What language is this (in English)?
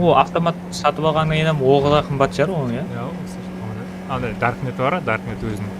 Kara-Kalpak